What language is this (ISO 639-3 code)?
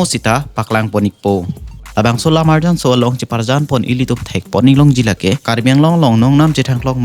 mjw